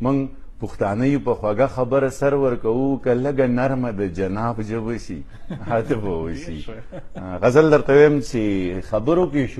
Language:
Pashto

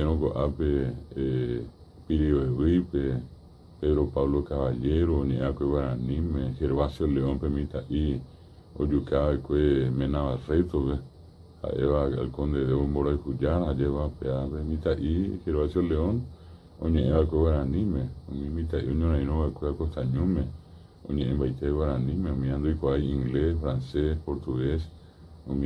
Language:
Guarani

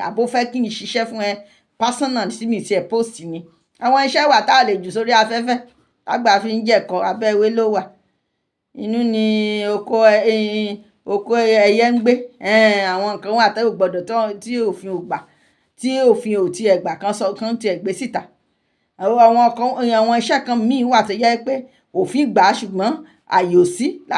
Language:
Yoruba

